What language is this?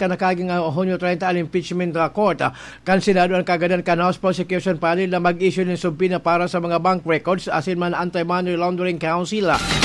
Bikol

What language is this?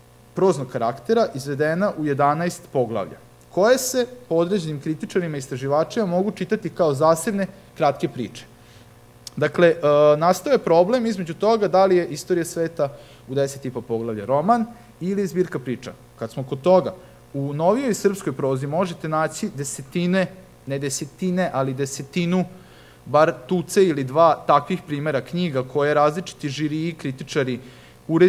Serbian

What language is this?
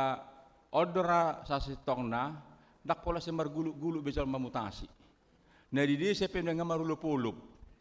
Batak Toba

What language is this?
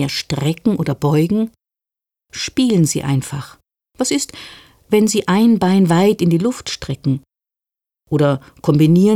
German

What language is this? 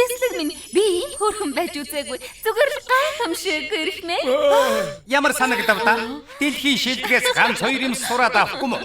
Mongolian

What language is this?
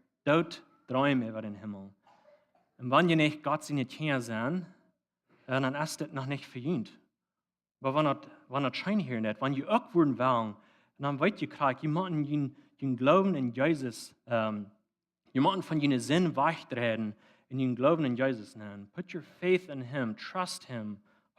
Plautdietsch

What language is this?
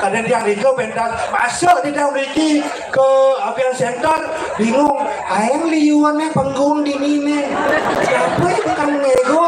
Balinese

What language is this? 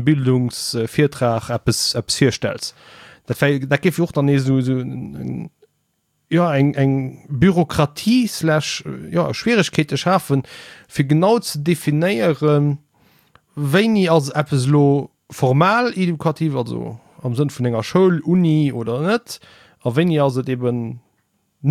Luxembourgish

